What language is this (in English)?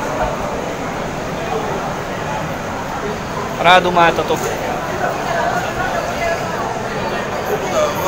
Hungarian